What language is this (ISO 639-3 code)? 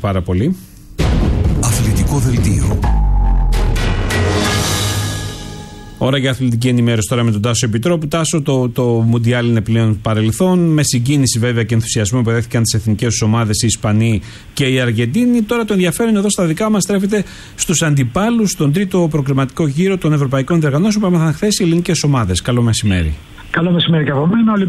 ell